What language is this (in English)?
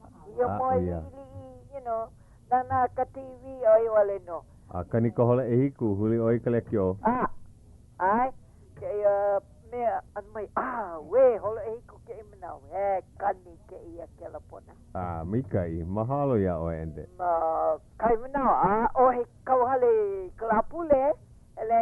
Hawaiian